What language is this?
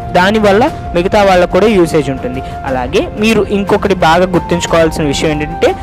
Telugu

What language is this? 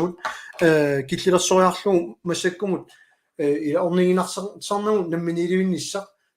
Kalaallisut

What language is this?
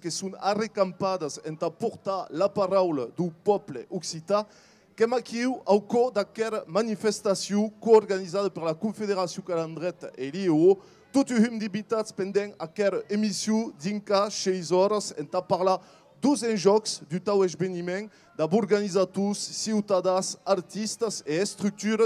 Occitan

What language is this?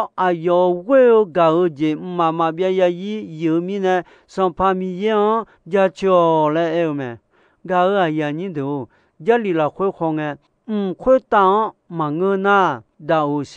Akha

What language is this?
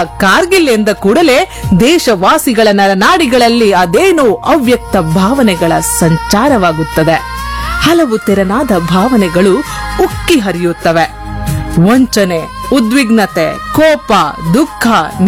Kannada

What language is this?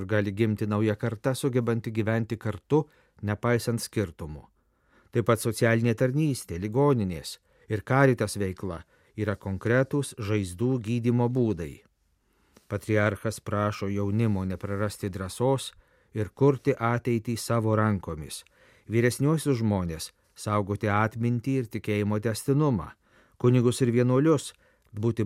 Lithuanian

